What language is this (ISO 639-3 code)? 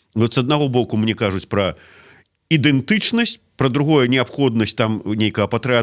bel